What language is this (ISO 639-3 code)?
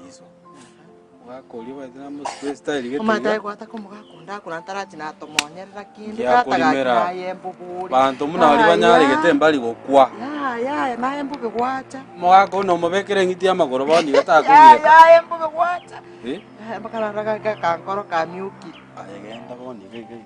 guz